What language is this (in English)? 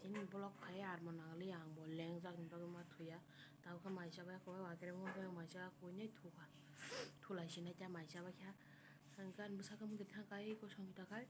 Kok Borok